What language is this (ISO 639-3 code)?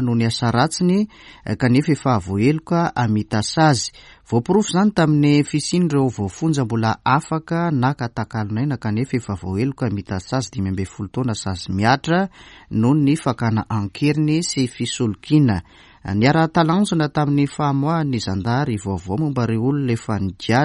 mlg